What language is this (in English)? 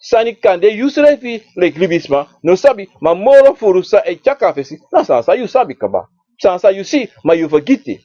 Sranan Tongo